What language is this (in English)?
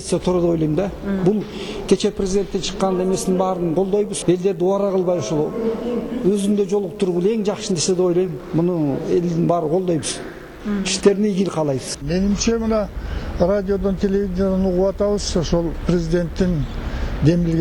Kyrgyz